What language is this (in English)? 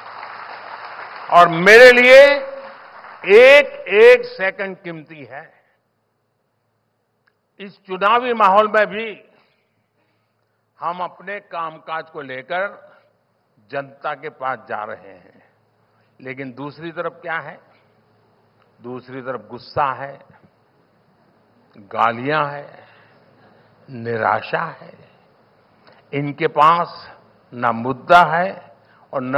Hindi